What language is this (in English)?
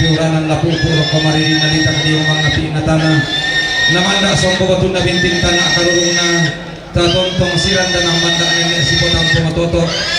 Toraja-Sa'dan